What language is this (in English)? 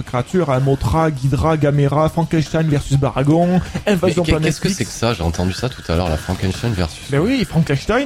French